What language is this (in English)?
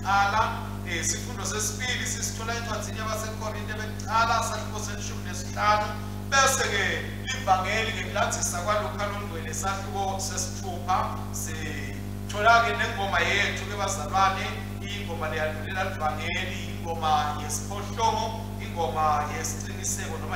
Swati